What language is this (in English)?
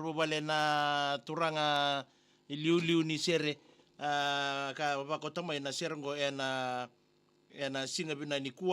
Fijian